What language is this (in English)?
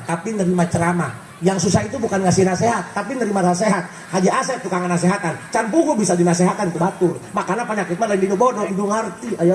Sundanese